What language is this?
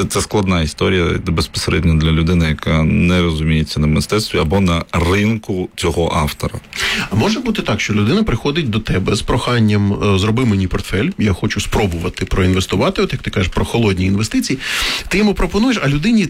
Ukrainian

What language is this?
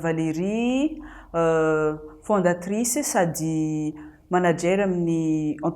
Malagasy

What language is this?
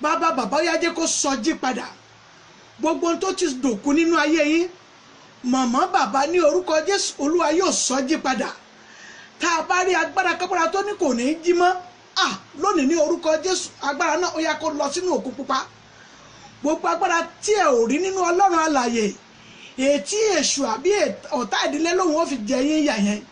Yoruba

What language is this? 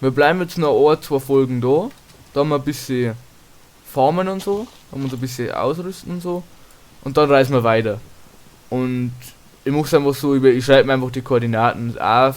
Bavarian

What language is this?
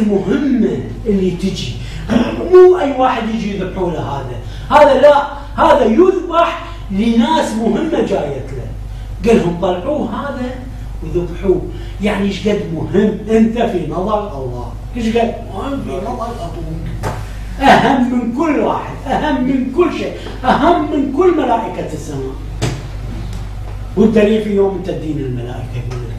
Arabic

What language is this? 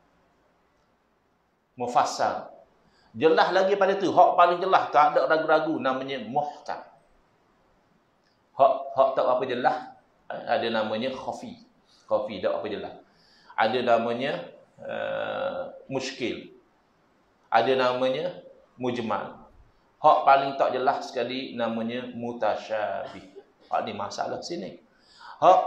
Malay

